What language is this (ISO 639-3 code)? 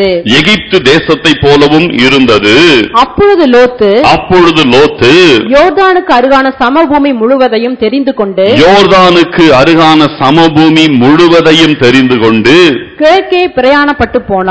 tam